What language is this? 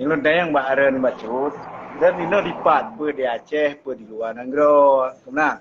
Achinese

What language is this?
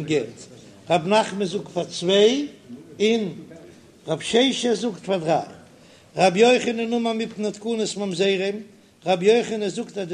Yiddish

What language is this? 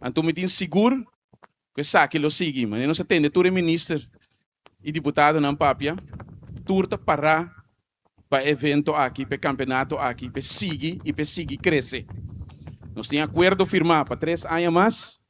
Papiamento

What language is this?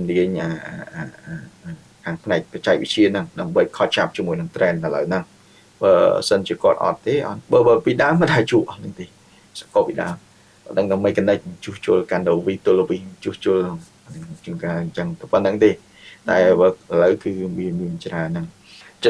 Khmer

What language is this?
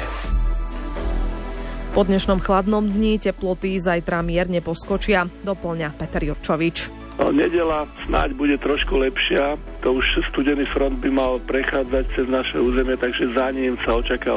Slovak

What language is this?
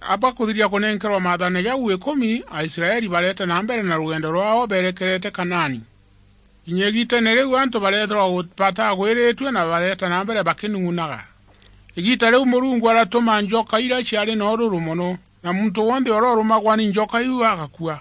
Meru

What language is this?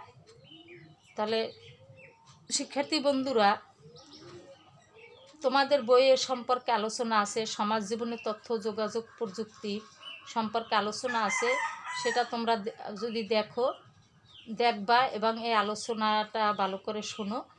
Bangla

